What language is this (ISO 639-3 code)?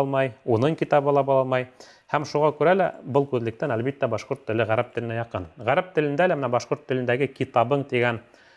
bak